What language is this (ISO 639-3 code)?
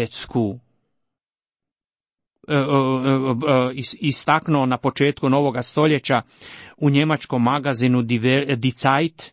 hrv